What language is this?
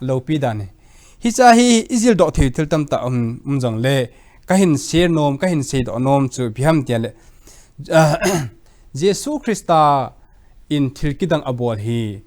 Thado Chin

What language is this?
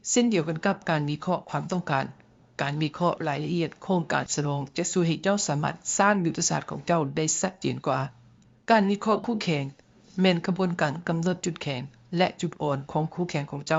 Lao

